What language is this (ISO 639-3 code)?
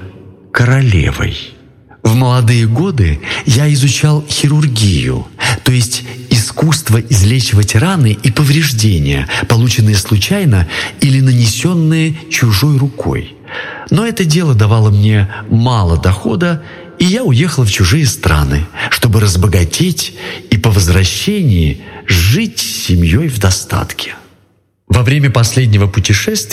rus